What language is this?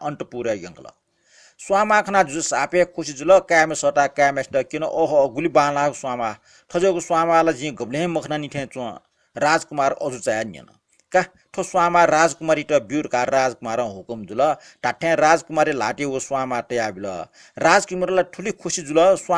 Newari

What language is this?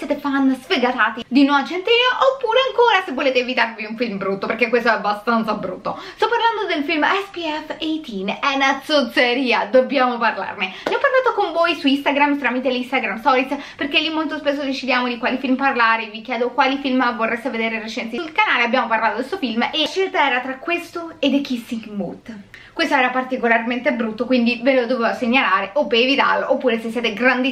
Italian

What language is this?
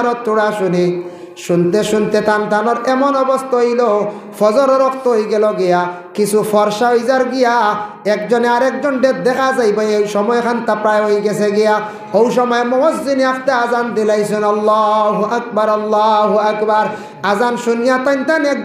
Sylheti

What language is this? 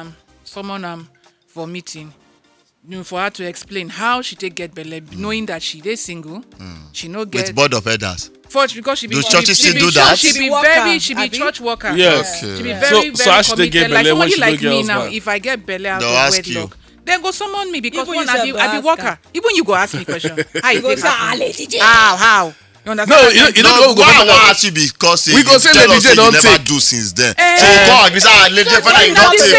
Nigerian Pidgin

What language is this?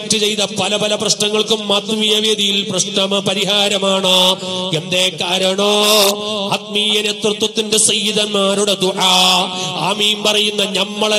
Malayalam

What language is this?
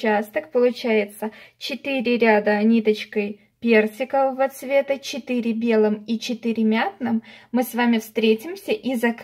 Russian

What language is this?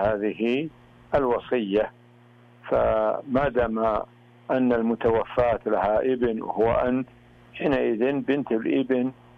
Arabic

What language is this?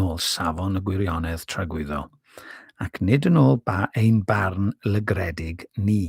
Welsh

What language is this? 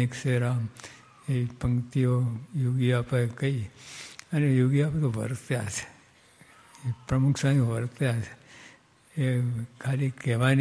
Gujarati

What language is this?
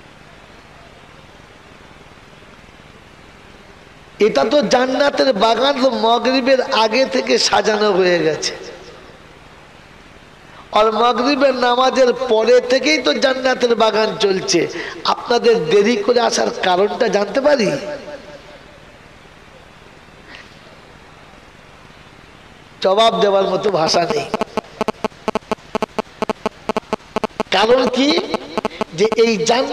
Bangla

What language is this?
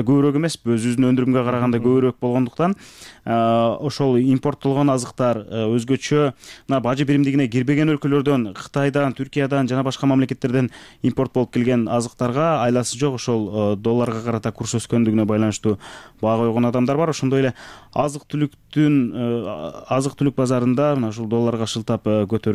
Kyrgyz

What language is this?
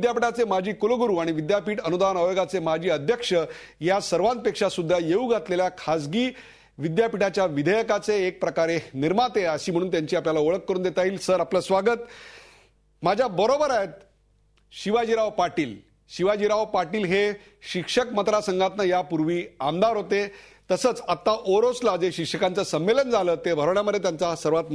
Marathi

